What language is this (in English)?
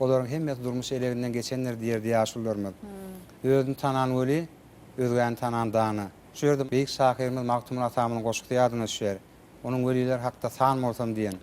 Turkmen